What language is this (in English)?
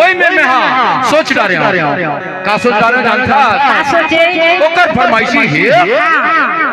Chhattisgarhi